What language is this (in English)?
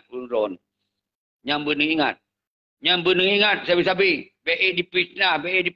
Achinese